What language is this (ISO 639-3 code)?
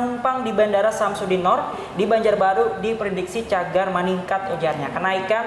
bjn